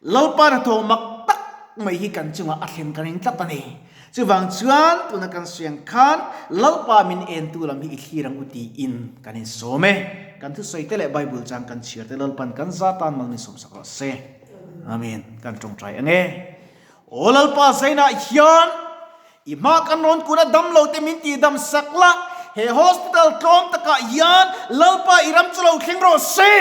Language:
Mizo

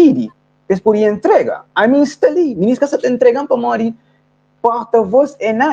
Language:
Kabuverdianu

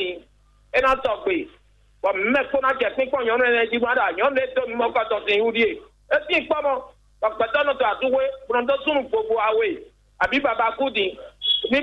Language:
Fon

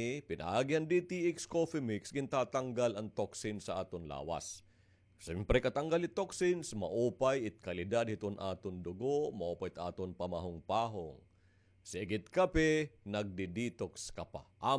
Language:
Waray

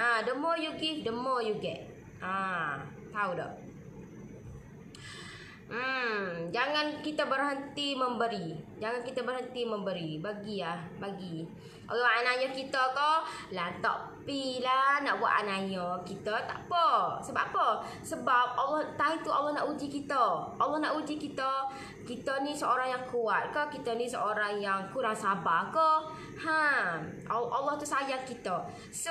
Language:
Malay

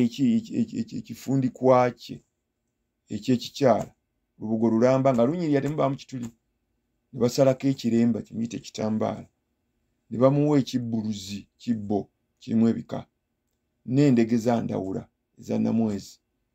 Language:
Ganda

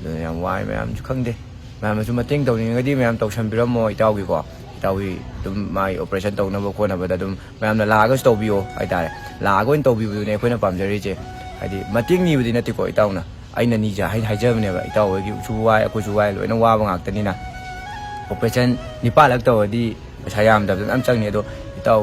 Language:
Manipuri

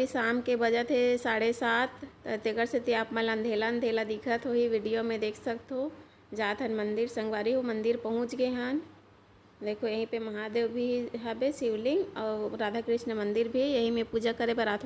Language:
Chhattisgarhi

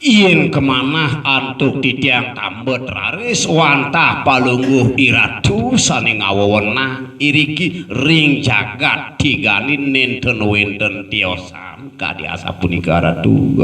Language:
Balinese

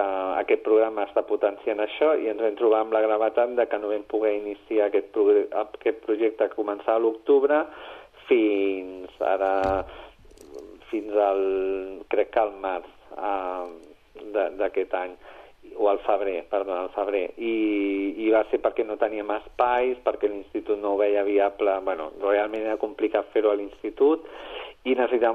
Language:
Catalan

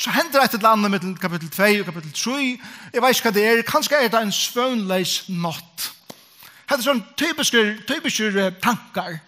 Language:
Faroese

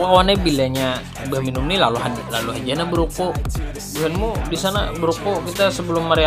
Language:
Banjar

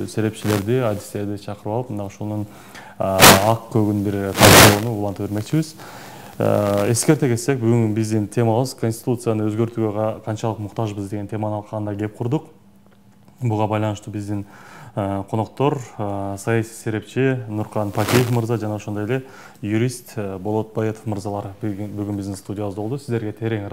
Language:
Kyrgyz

